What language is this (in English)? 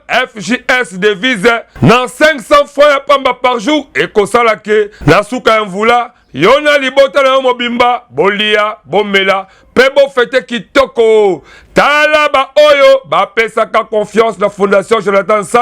Lingala